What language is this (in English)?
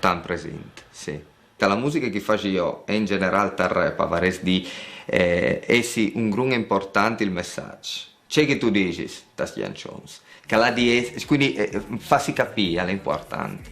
Friulian